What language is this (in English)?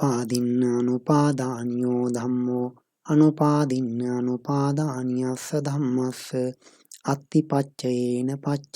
Pali